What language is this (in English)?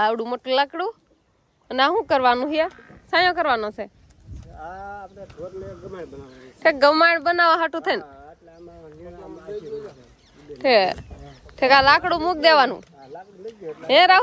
Gujarati